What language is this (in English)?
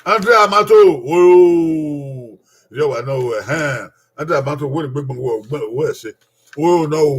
Bini